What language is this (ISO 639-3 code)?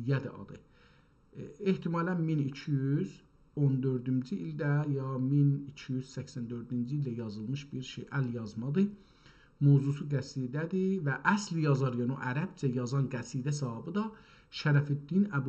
azb